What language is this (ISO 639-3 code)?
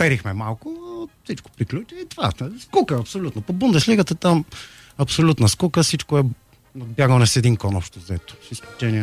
bul